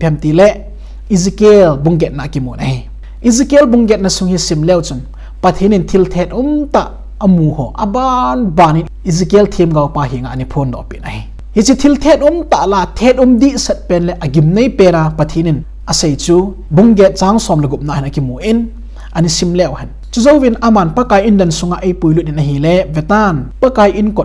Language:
Thado Chin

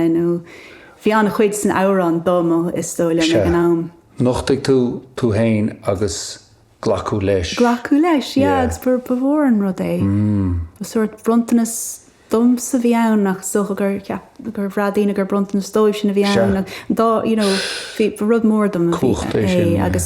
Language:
Irish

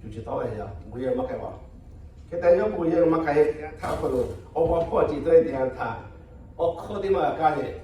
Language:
Lahu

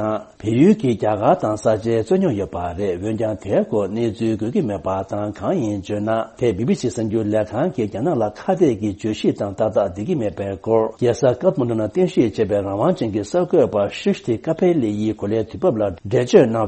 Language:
Tibetan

